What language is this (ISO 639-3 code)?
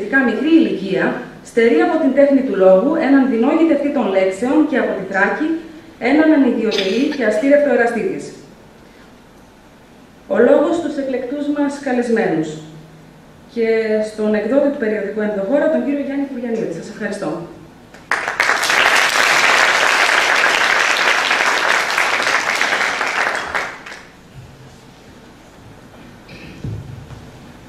ell